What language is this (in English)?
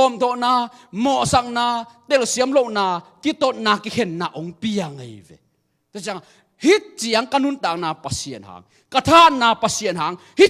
Tedim Chin